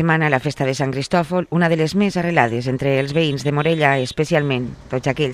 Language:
Catalan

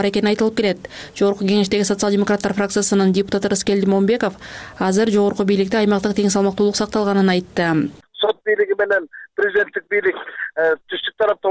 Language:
Kyrgyz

